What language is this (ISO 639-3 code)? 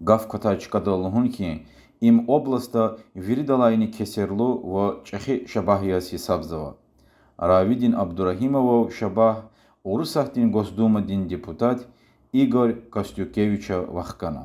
lez